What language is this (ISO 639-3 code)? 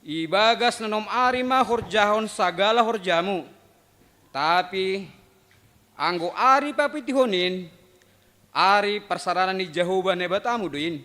bts